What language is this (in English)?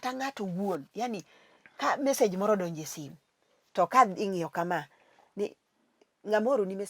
Luo (Kenya and Tanzania)